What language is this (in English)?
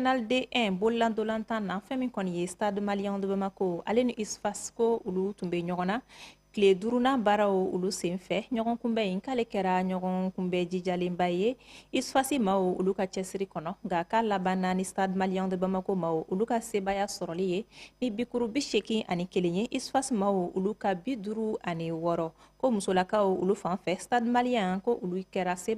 Bambara